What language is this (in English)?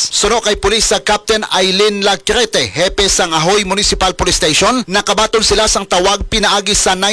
Hiligaynon